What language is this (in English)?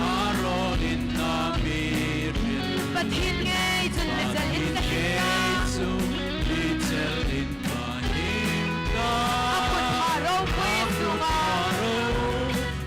Hmar